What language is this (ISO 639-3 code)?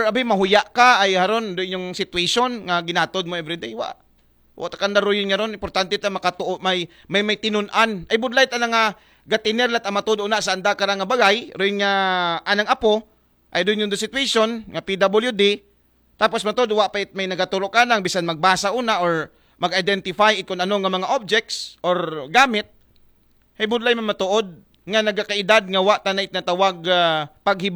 akl